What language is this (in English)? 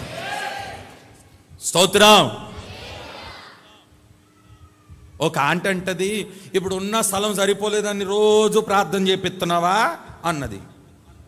Telugu